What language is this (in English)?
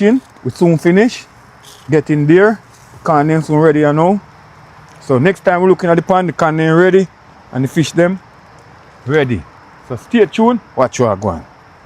Jamaican Creole English